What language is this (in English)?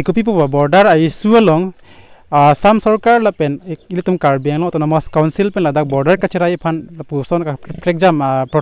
Karbi